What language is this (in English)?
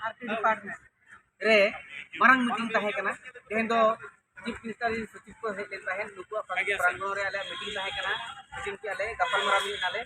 Santali